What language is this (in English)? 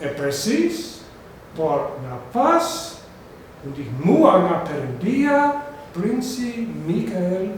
Albanian